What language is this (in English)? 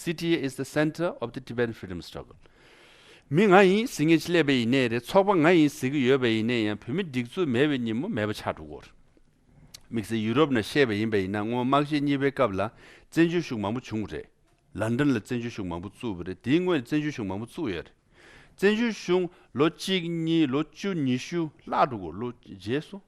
Tibetan